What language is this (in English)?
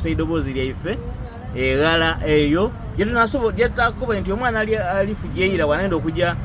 Soga